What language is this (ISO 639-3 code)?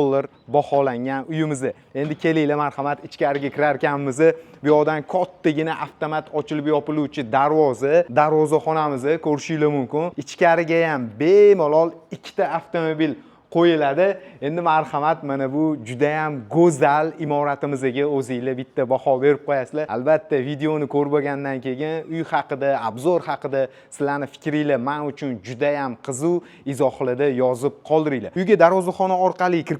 uzb